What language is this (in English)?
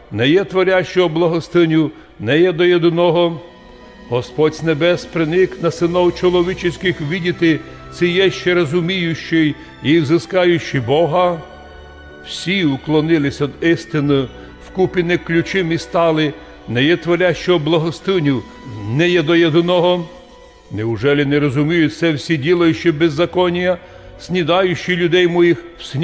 Rusyn